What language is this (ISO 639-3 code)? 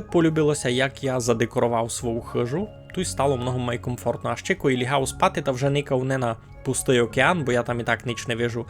rue